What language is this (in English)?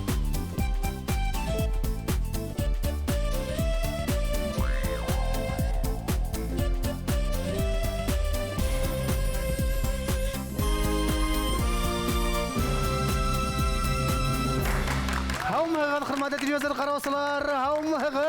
Bashkir